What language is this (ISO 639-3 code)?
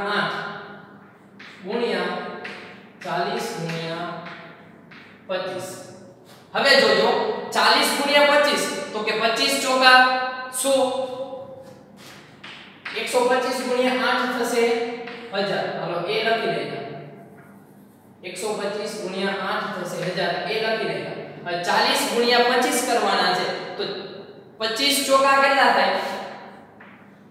guj